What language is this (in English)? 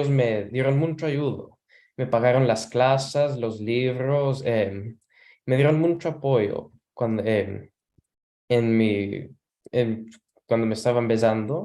Ladino